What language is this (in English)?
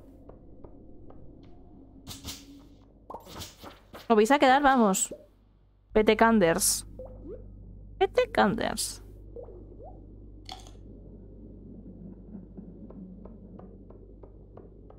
Spanish